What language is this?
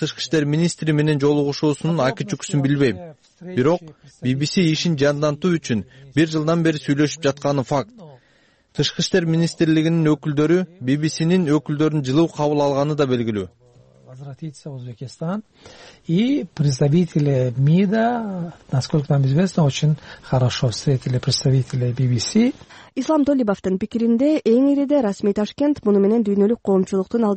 Kyrgyz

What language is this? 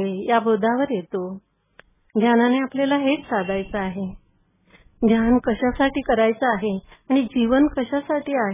Marathi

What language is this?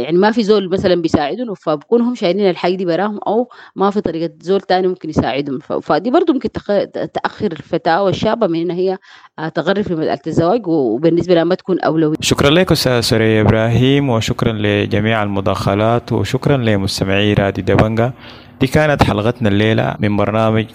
Sudanese Arabic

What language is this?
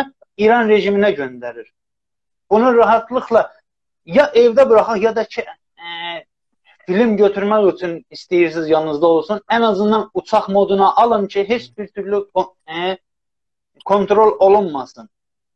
South Azerbaijani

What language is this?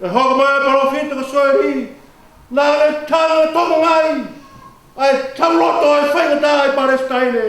Tongan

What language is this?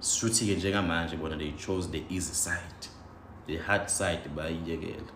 Zulu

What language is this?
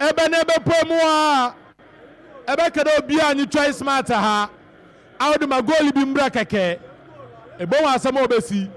Akan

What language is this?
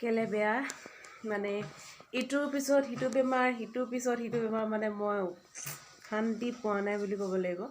Assamese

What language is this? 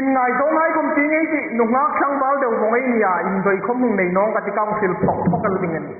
Hmar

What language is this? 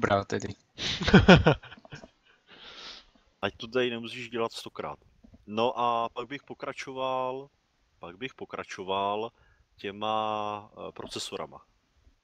Czech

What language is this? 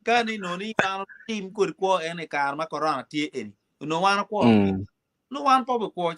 Acoli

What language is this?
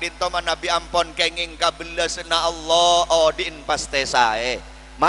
Madurese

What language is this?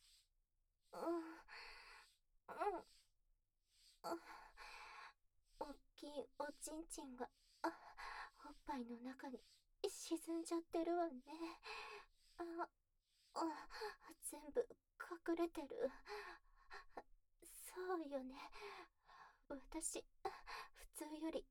Japanese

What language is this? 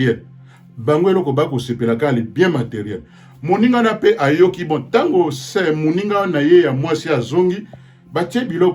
Lingala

